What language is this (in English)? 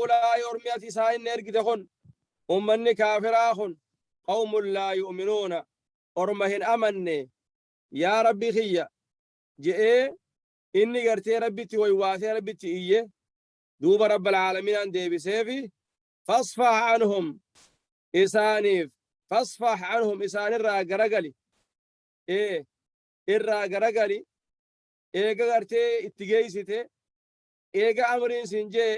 Oromo